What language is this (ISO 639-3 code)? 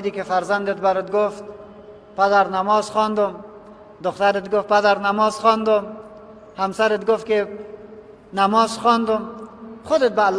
fas